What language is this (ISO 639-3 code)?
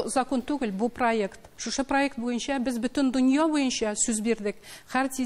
tat